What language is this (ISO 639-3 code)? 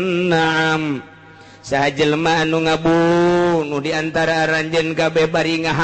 sun